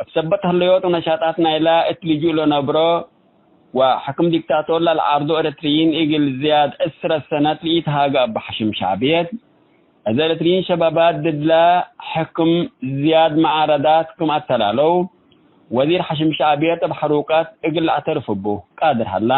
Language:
Tigre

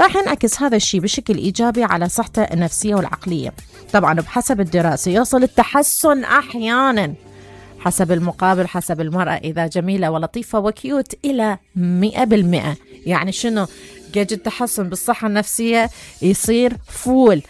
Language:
Mesopotamian Arabic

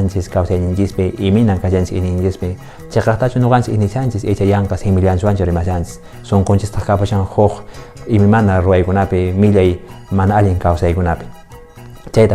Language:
Quechua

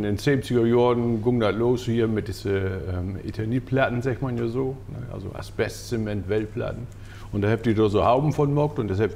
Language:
Low German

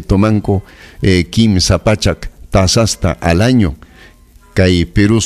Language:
Ayacucho Quechua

